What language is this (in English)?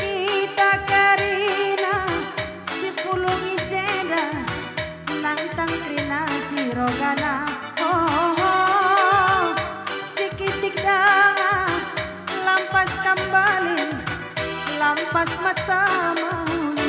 Batak Karo